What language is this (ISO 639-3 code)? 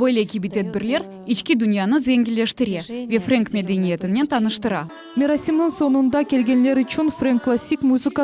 crh